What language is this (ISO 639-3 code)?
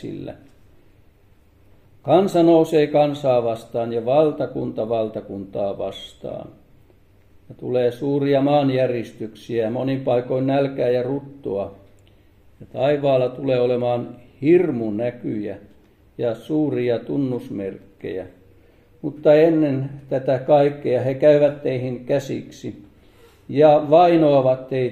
fin